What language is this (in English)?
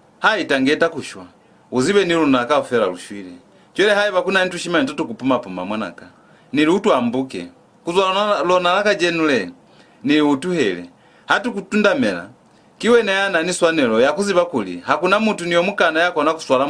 Lozi